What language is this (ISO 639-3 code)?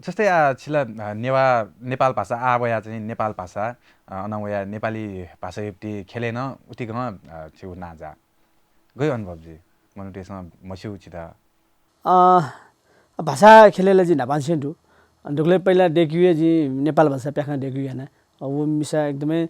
new